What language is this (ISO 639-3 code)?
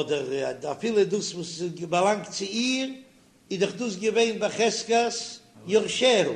yid